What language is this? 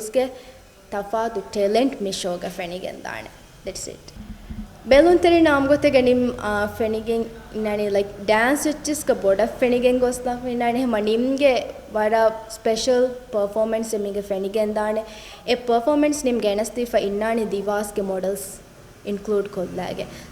Divehi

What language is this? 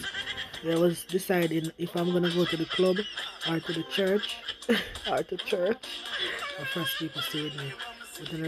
Jamaican Creole English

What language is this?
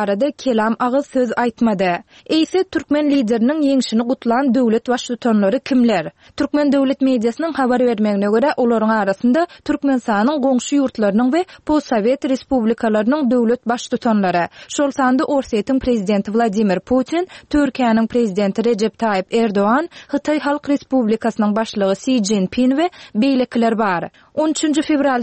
Turkmen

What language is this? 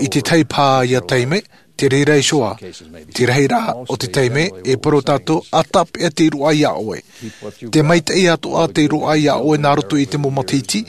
Tahitian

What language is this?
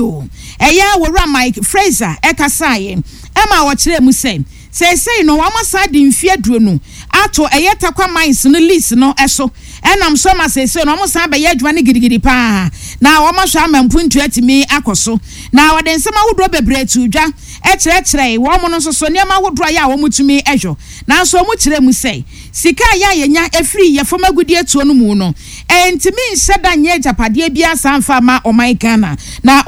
Akan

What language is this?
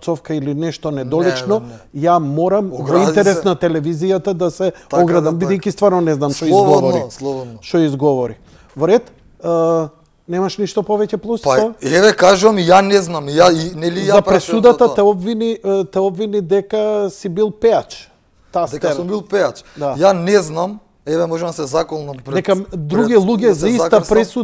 Macedonian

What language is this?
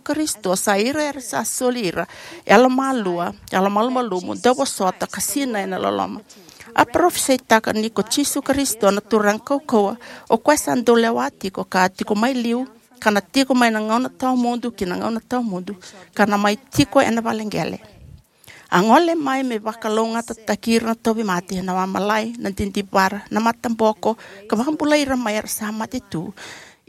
Fijian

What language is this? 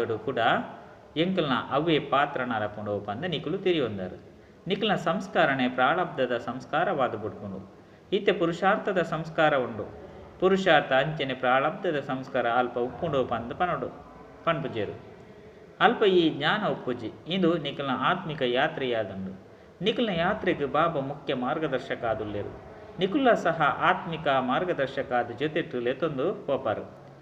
Tulu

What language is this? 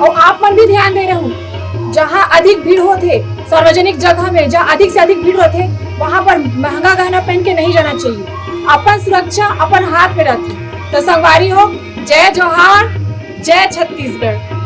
Chhattisgarhi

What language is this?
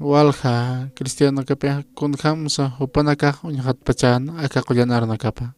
Aymara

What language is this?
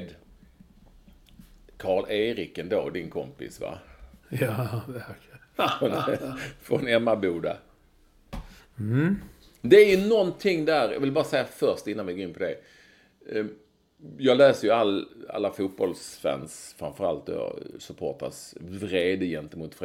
Swedish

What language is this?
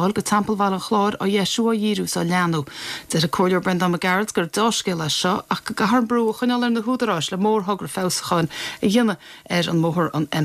Irish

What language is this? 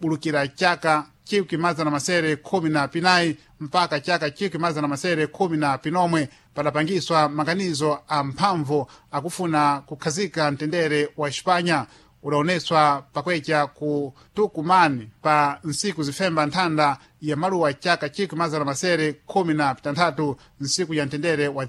Sena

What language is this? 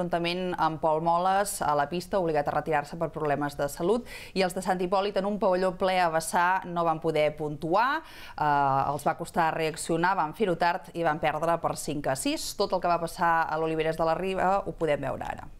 Catalan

